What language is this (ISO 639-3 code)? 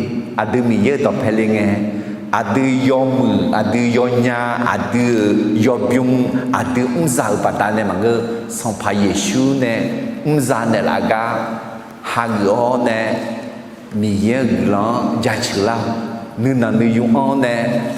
ahk